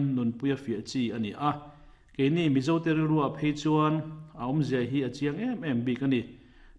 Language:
Mizo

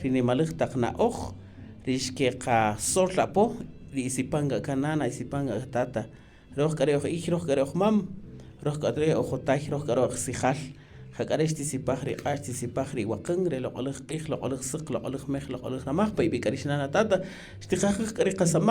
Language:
Kaqchikel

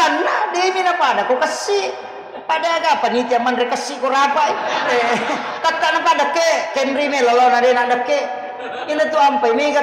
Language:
Buginese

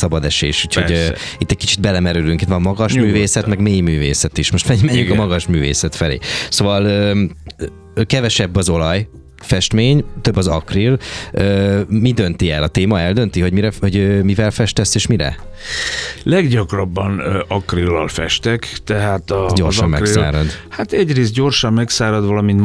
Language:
Hungarian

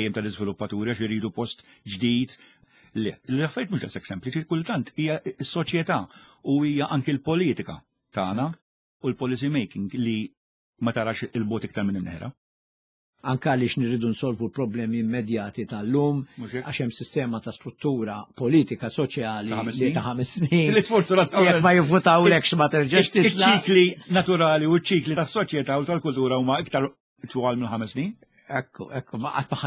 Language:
Maltese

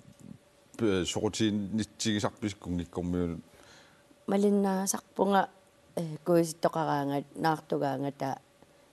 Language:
Kalaallisut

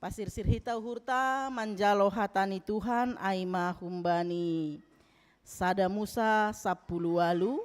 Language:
Batak Simalungun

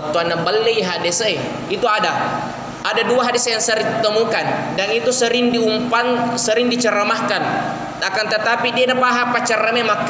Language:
Buginese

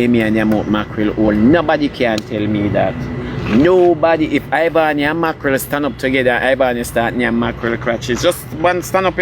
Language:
Jamaican Creole English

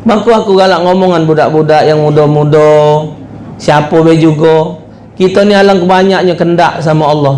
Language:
Musi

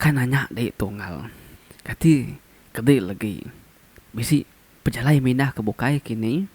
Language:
Iban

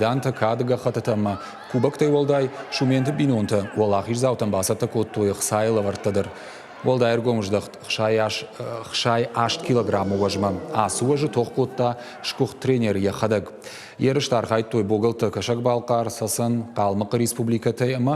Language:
Ossetic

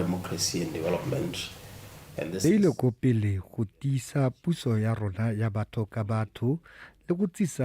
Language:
Tswana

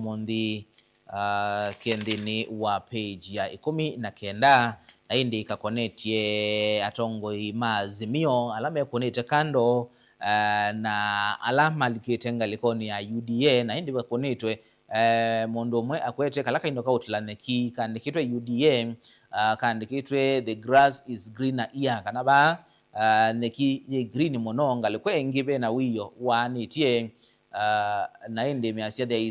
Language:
Kamba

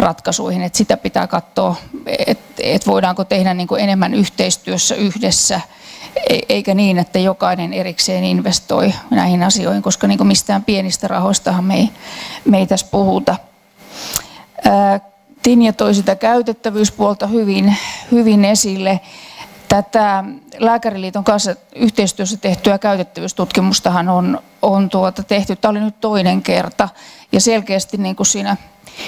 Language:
Finnish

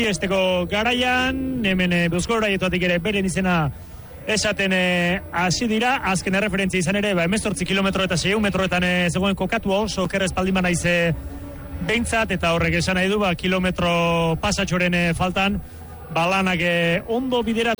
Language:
Basque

